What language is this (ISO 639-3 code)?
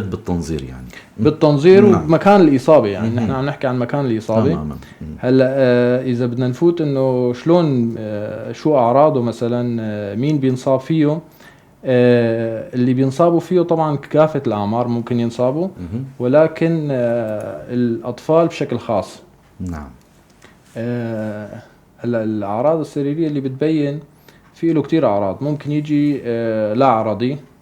apc